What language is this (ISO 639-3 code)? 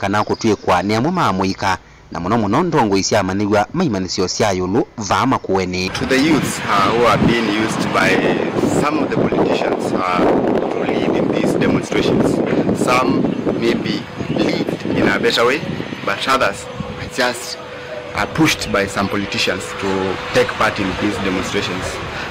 kam